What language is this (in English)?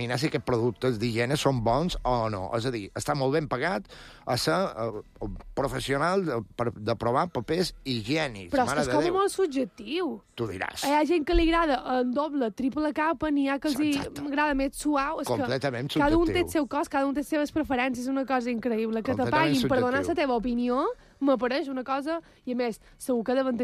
Catalan